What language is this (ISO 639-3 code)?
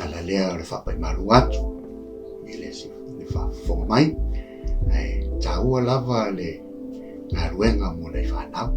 smo